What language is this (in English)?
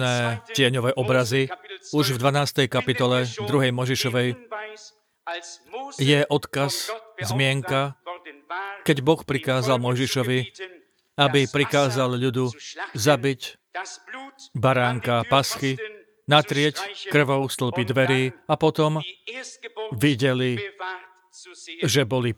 Slovak